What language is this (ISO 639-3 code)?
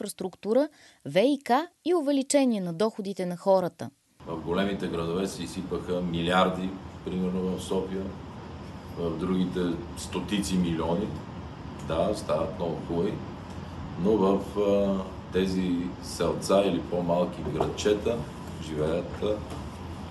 bul